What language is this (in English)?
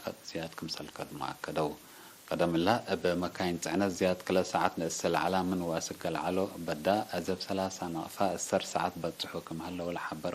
Tigre